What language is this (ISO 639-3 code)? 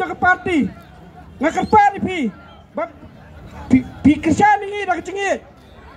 kha